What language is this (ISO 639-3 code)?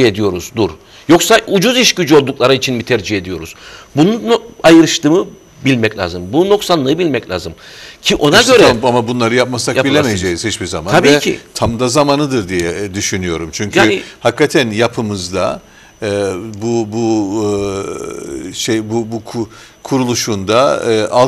tur